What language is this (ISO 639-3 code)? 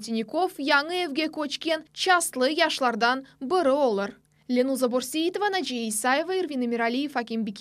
crh